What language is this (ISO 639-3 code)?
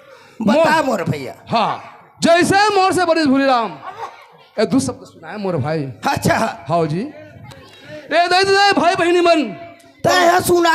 hne